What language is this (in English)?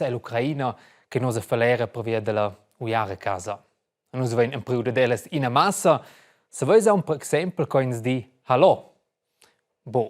Romansh